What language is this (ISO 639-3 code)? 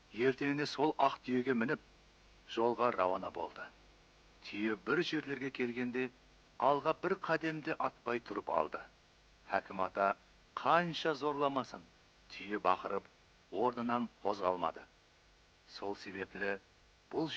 kaa